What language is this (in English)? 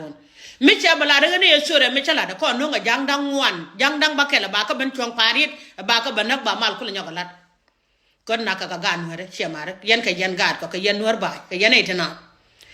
Nuer